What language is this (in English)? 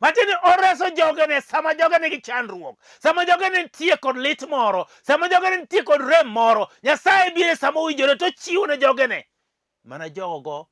Luo (Kenya and Tanzania)